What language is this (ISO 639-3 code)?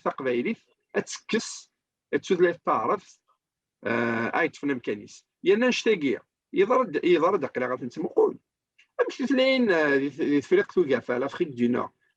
kab